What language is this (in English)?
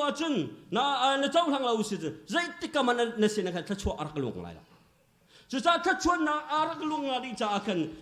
Hakha Chin